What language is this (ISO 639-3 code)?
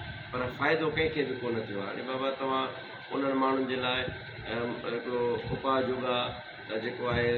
snd